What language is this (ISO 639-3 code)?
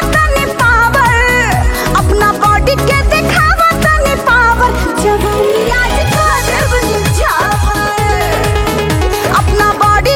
bho